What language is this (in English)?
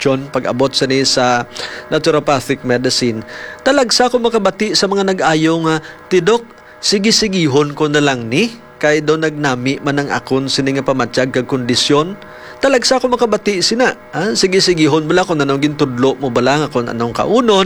Hiligaynon